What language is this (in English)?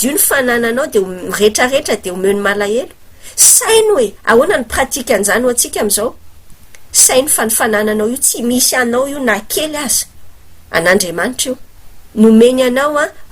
Malagasy